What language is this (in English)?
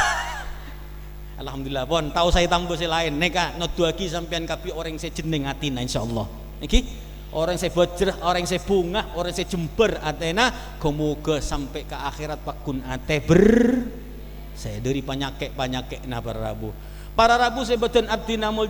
Madurese